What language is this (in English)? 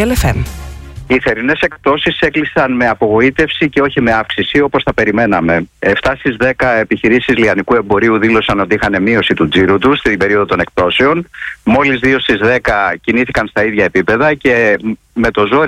Greek